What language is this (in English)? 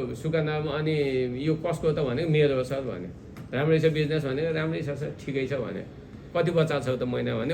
Nepali